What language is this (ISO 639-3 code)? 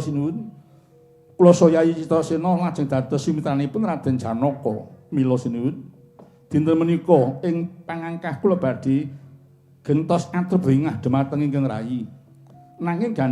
jav